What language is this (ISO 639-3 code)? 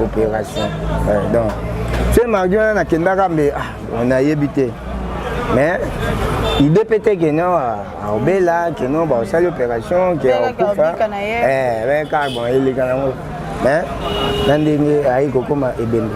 lin